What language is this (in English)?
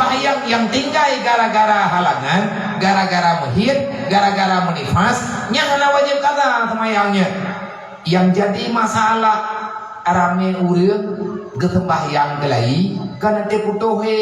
Achinese